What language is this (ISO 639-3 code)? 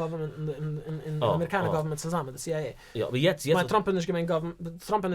yid